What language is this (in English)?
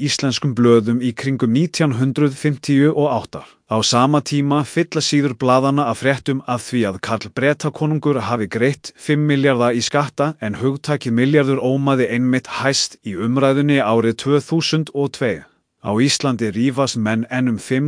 Icelandic